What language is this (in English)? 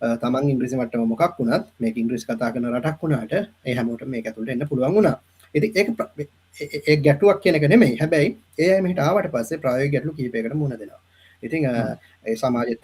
Sinhala